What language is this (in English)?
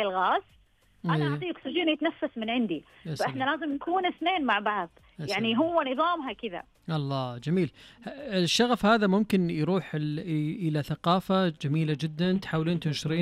Najdi Arabic